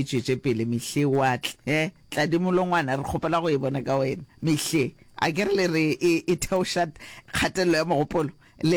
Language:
Northern Sotho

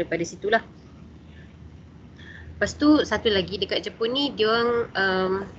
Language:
Malay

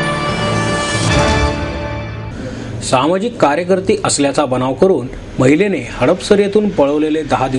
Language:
Marathi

